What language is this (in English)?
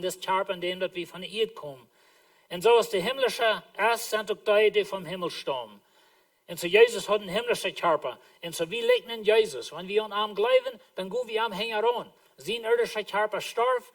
Plautdietsch